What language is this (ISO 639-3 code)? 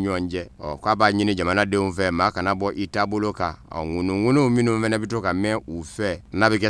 bam